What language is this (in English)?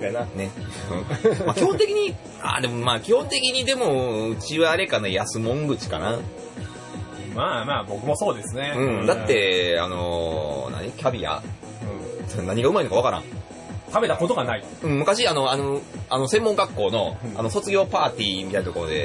Japanese